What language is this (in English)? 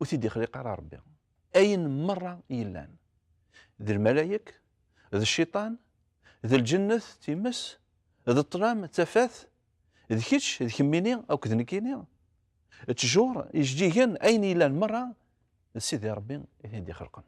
Kabyle